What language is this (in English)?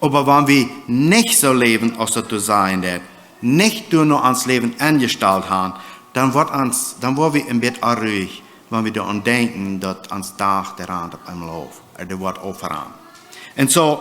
Plautdietsch